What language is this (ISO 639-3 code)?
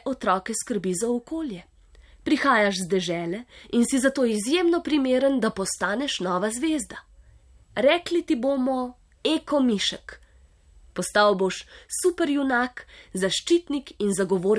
slv